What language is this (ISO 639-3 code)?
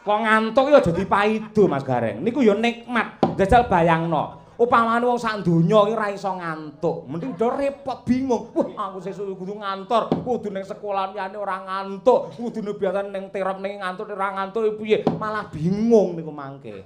jav